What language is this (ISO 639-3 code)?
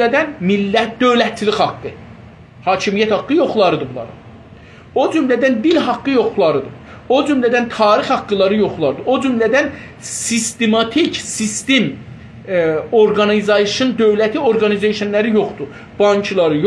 azb